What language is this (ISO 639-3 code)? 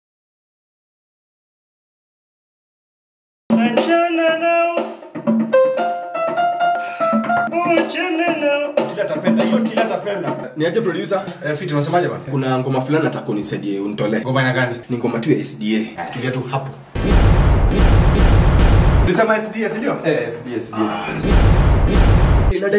swa